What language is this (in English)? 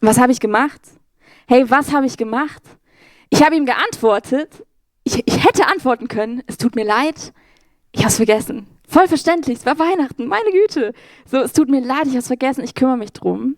Swiss German